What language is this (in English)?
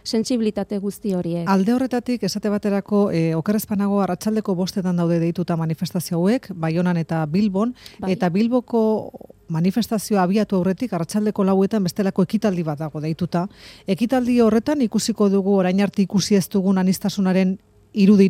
Basque